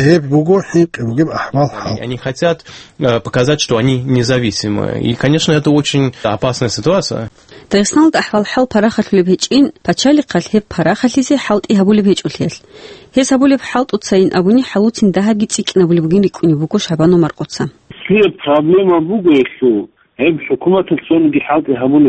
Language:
Avaric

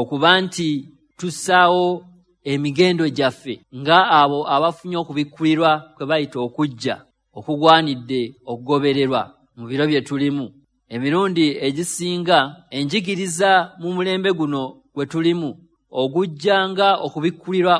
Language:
Ganda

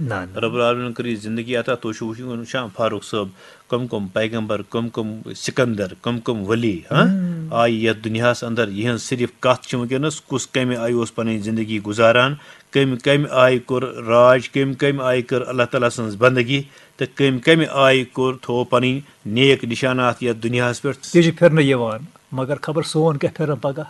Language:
Kashmiri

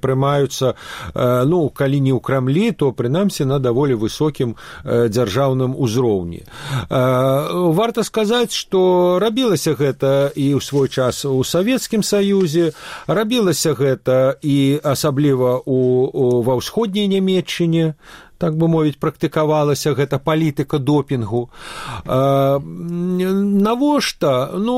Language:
Belarusian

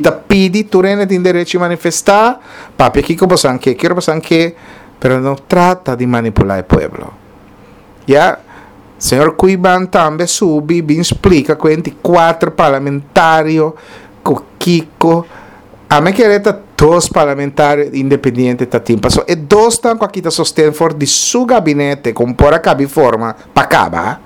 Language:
Papiamento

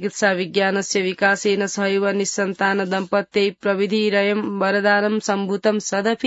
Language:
Sanskrit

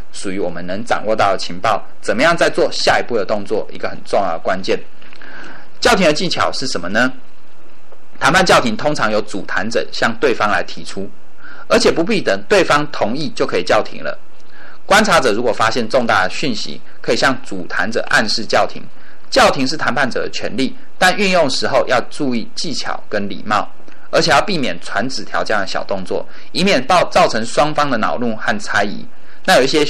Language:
Chinese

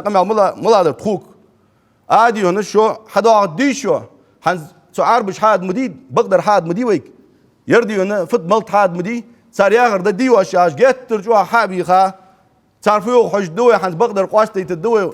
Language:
Ingush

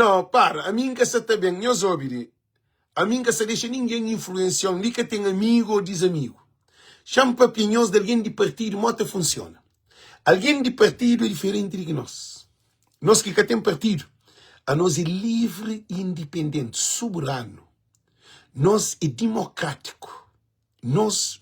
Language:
Kabuverdianu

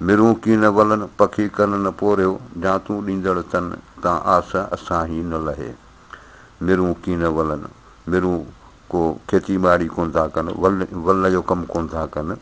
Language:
Sindhi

